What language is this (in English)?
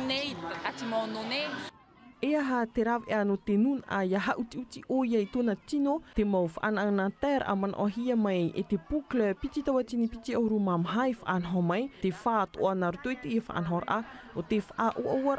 Tahitian